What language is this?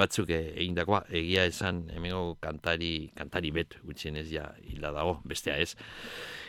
Basque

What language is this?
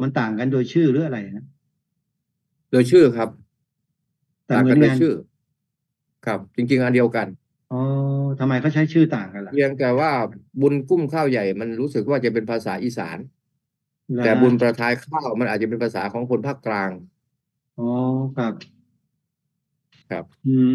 Thai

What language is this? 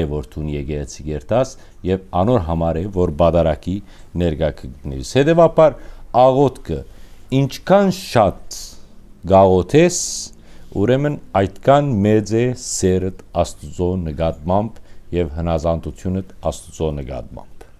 Western Armenian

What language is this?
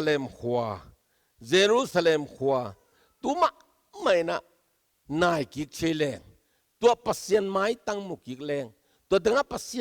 Tedim Chin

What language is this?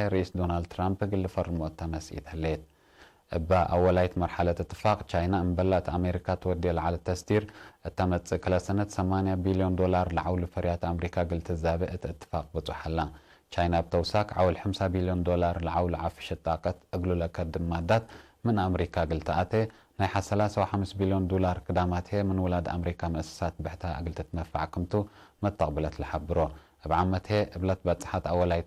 Tigre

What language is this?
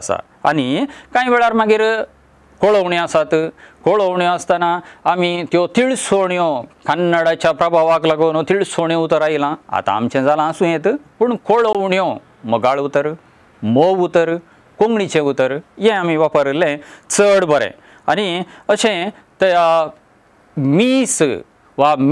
Konkani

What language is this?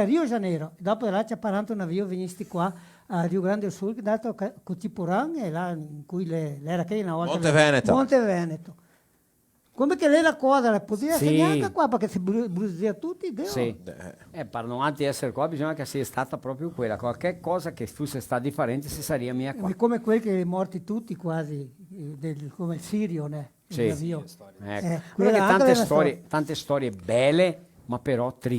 Venetian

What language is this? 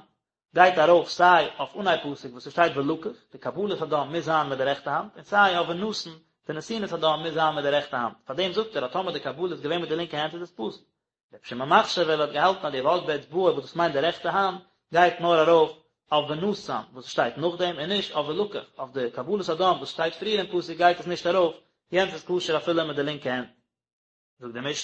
Yiddish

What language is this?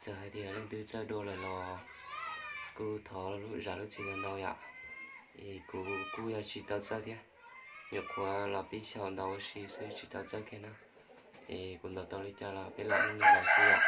Hmong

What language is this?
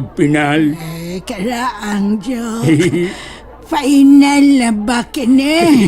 Cebuano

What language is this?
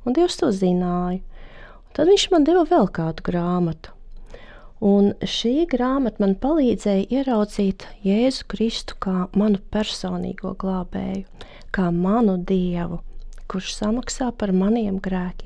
Latvian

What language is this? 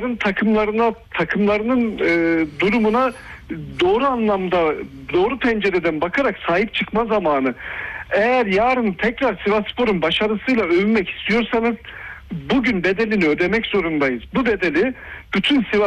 Turkish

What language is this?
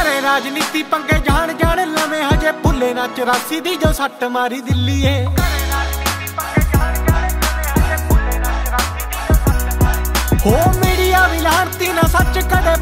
Punjabi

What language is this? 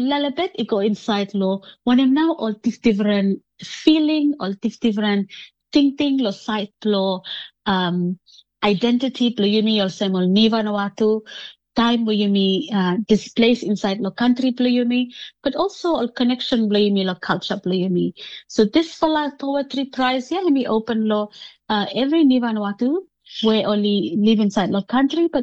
Bislama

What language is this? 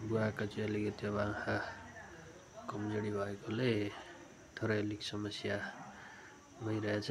Nepali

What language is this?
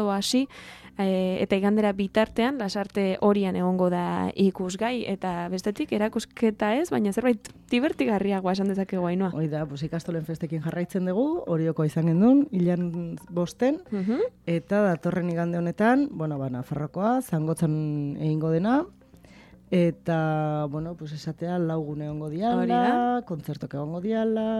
Basque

